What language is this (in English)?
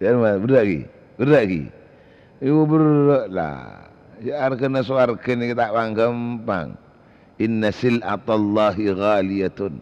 Madurese